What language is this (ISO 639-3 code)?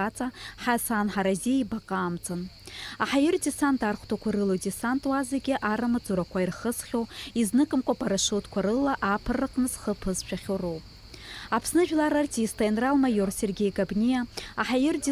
abk